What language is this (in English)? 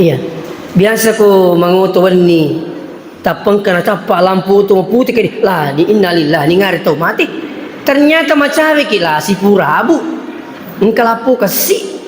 Buginese